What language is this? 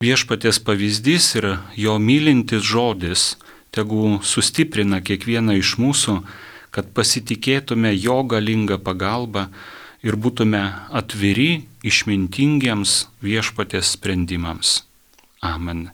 Lithuanian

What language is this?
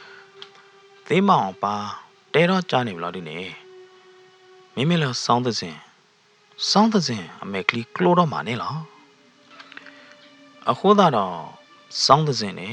S'gaw Karen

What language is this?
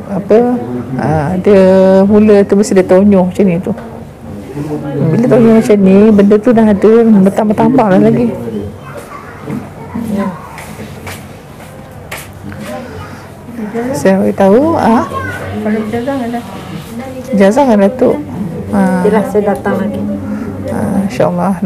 Malay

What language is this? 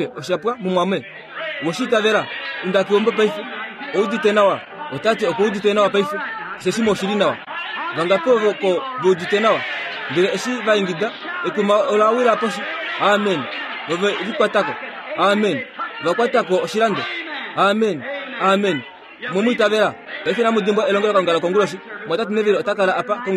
Kuanyama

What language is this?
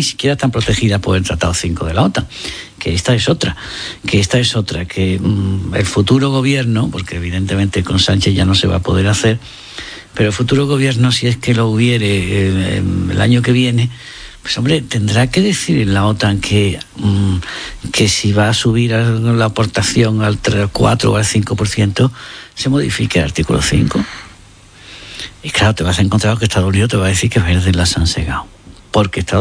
Spanish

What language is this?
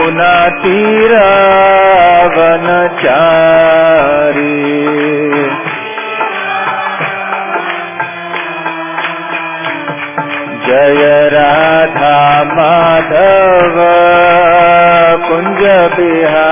Hindi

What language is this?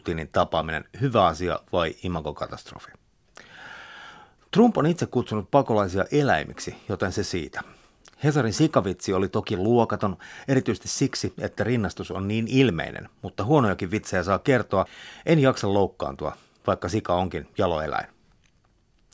Finnish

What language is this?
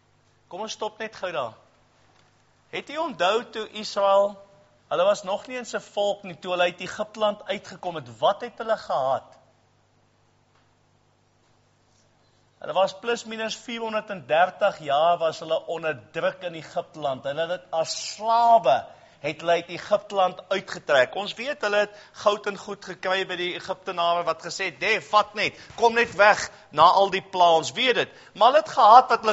Afrikaans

